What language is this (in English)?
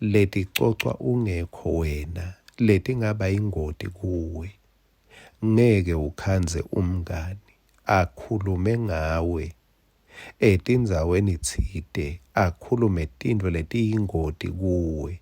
Swati